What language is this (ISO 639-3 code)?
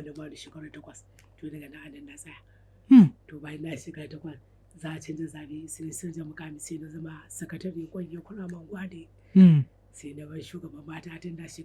hau